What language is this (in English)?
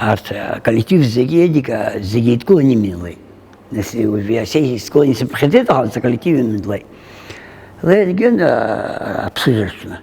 Abkhazian